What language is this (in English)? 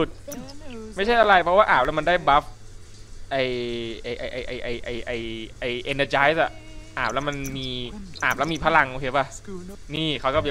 Thai